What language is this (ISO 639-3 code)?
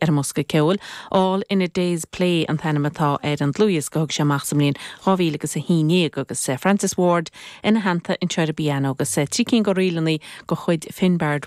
gle